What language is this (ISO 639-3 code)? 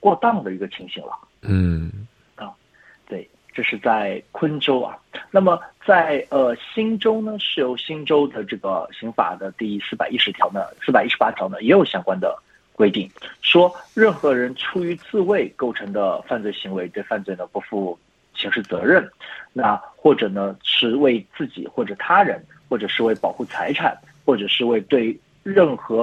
zho